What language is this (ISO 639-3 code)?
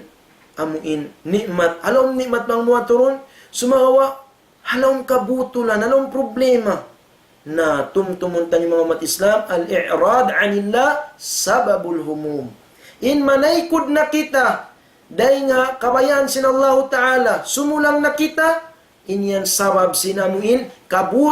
tsg